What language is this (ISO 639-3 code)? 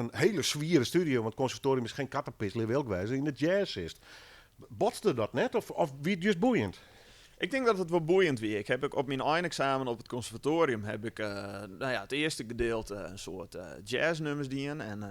fry